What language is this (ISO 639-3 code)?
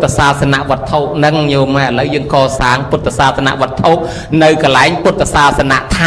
khm